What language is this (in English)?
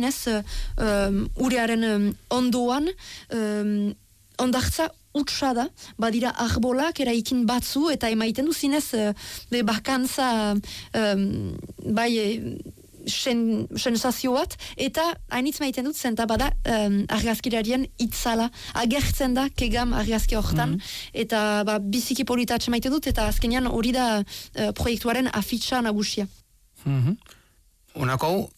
Basque